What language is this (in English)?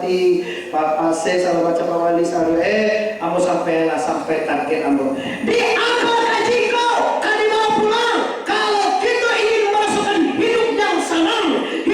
Minangkabau